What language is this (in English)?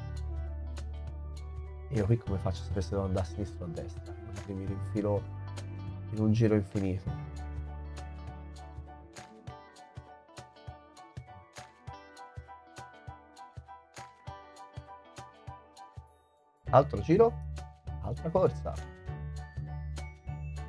Italian